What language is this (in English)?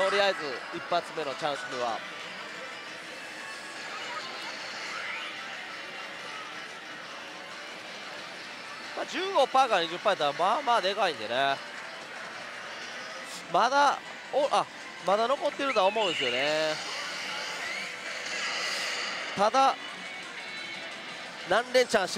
Japanese